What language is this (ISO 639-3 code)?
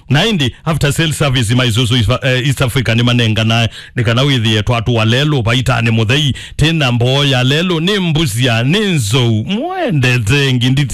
kam